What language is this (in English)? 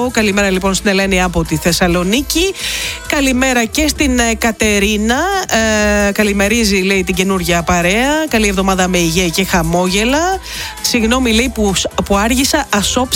Greek